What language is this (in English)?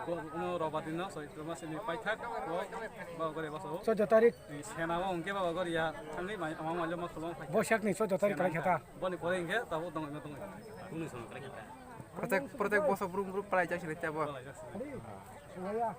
Kok Borok